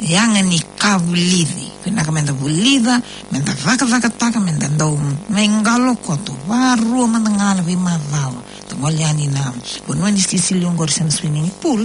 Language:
Fijian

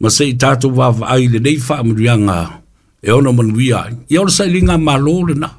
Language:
Samoan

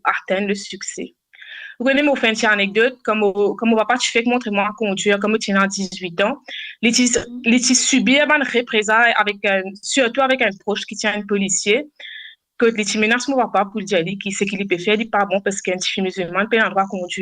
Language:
Morisyen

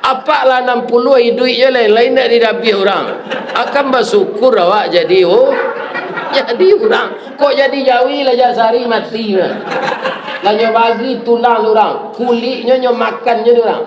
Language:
Minangkabau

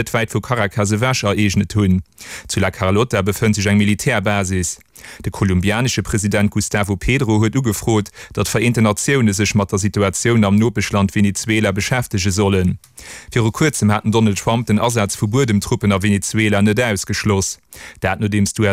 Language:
Luxembourgish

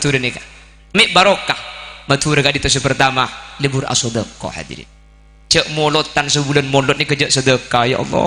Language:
Madurese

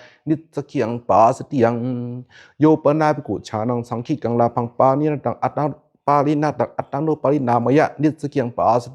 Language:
Pali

